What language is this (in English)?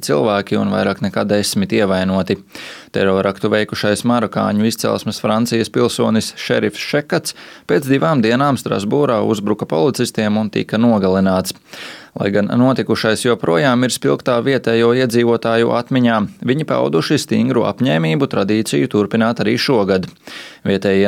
Latvian